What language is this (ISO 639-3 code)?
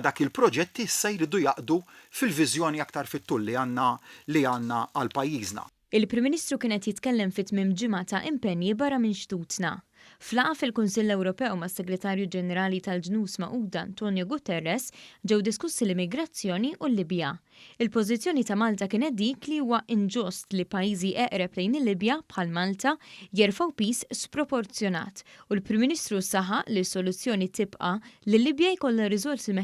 mlt